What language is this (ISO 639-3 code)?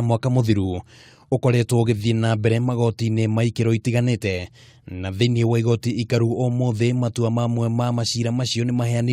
kik